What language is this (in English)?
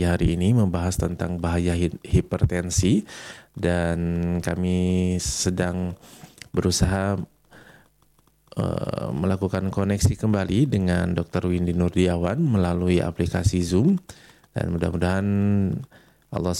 Indonesian